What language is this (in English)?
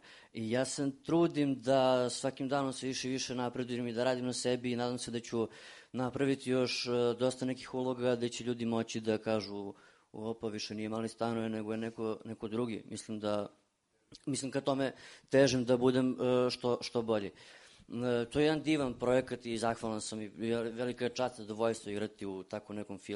Serbian